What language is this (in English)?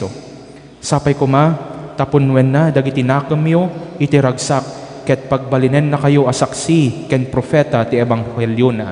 Iloko